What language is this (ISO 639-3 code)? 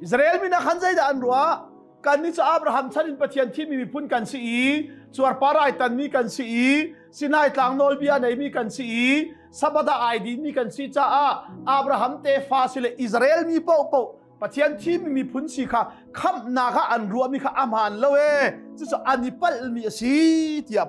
cnh